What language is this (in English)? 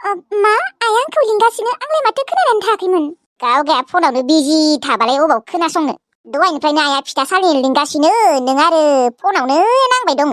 Bodo